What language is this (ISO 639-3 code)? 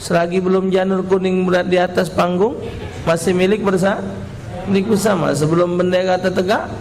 mui